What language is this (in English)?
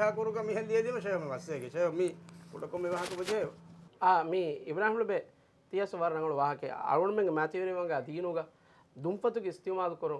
Divehi